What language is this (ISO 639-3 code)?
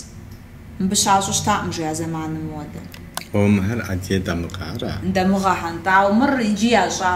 kbd